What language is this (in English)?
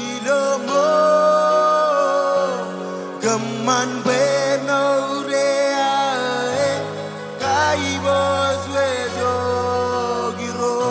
Marshallese